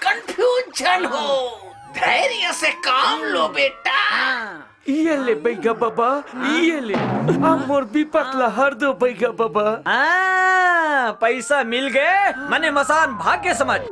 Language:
Chhattisgarhi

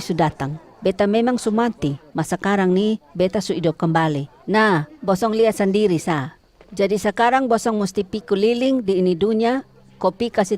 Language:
Kupang Malay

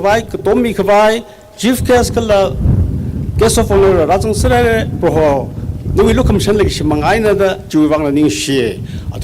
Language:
Tangkhul Naga (India)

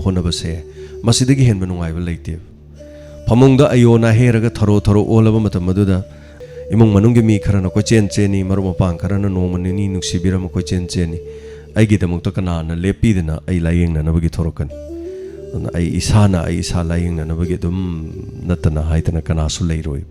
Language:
Manipuri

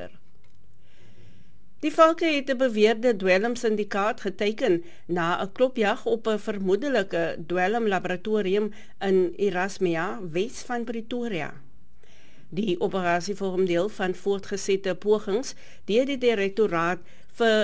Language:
Afrikaans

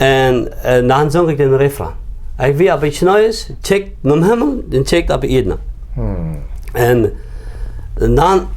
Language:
Plautdietsch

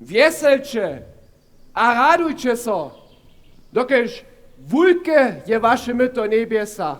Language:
Upper Sorbian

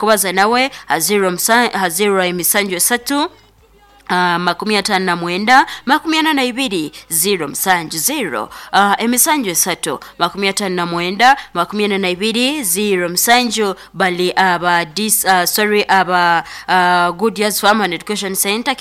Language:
Nyoro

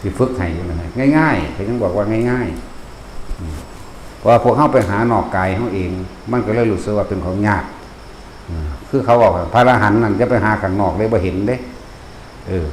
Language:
Northeastern Thai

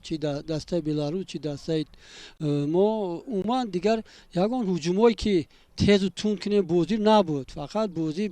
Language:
Tajik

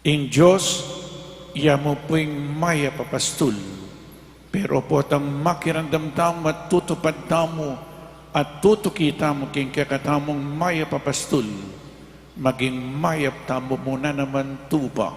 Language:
Pampanga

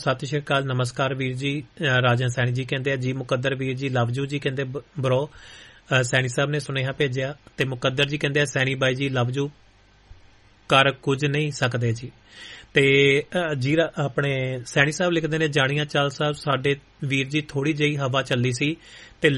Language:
Punjabi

